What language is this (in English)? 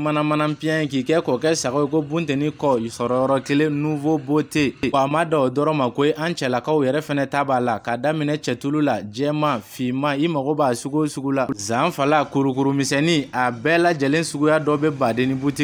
Bambara